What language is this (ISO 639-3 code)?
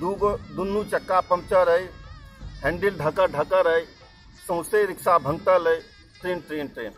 mai